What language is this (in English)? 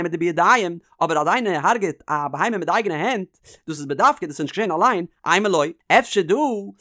Yiddish